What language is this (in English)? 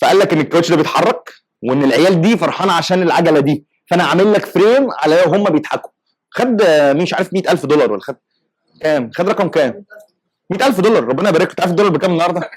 Egyptian Arabic